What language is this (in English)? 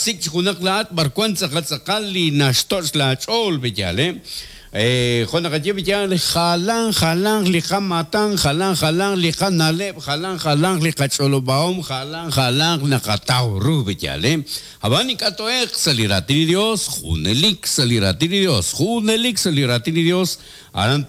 Kekchí